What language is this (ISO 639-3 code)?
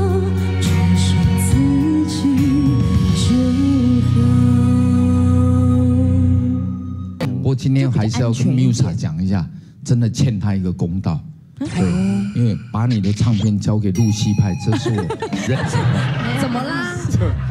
zho